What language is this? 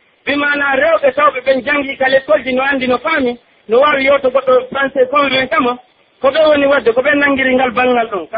Pular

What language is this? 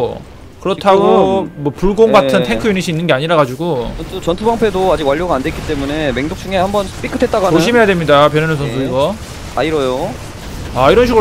Korean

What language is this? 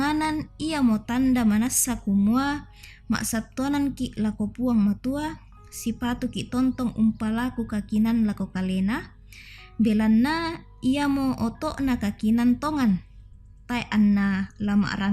Toraja-Sa'dan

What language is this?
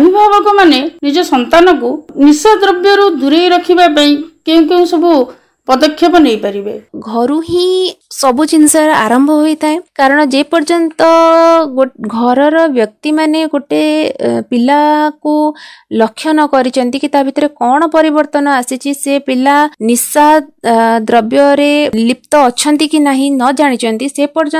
Odia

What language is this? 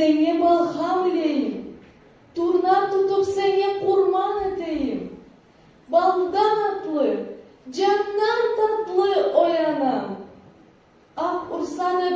Karachay-Balkar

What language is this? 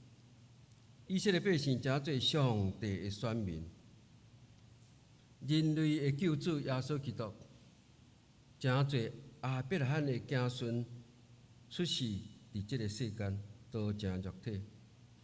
Min Nan Chinese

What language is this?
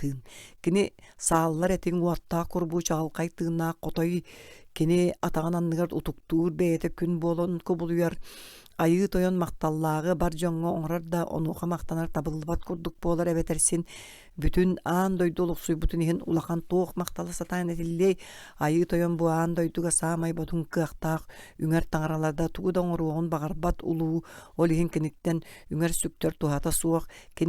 Yakut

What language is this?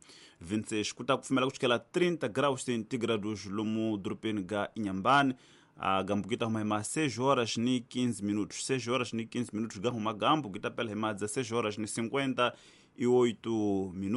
Tsonga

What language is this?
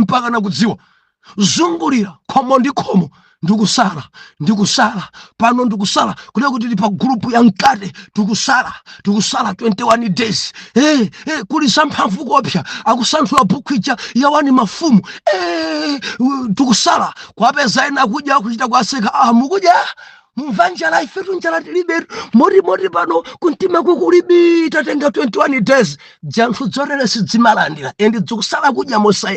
Nyanja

